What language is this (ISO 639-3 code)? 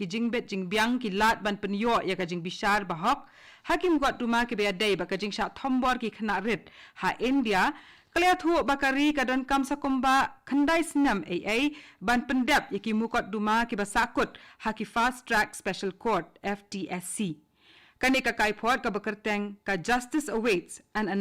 kha